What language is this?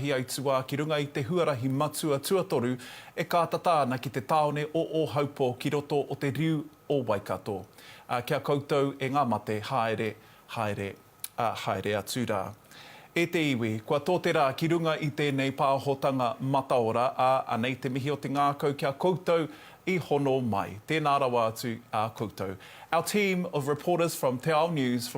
Māori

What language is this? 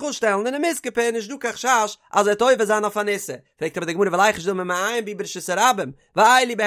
Yiddish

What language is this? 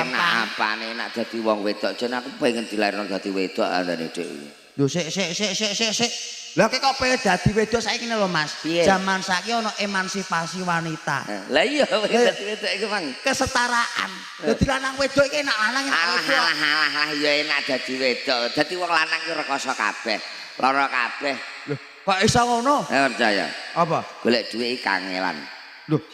Javanese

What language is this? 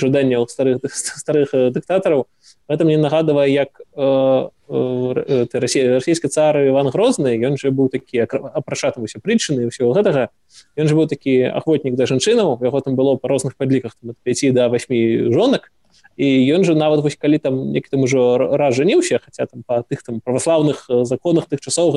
Belarusian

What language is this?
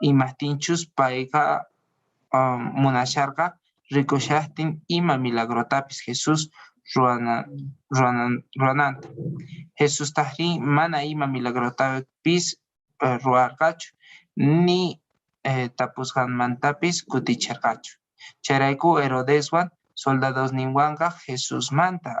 Quechua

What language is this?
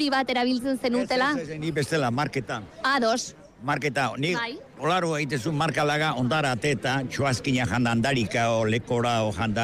Basque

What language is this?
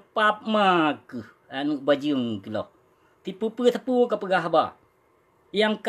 Achinese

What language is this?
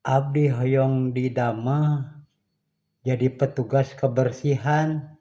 Sundanese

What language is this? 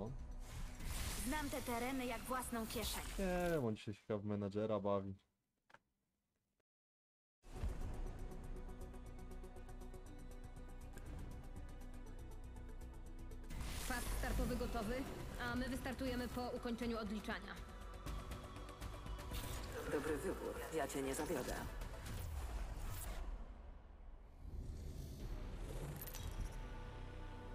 Polish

